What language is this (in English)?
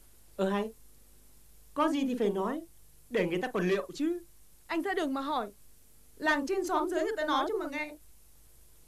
Vietnamese